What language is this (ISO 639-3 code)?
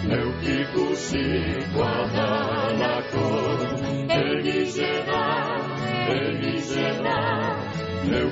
eus